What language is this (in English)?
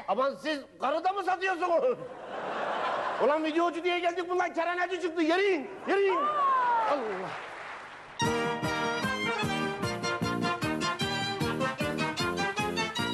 Turkish